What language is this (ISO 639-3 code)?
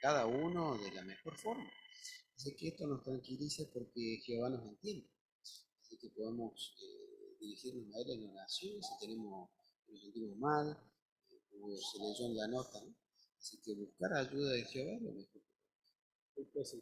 grn